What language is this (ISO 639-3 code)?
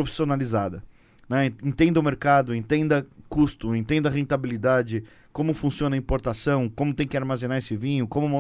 por